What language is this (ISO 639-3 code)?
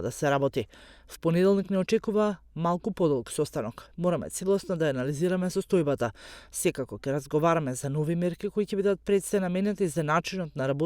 mkd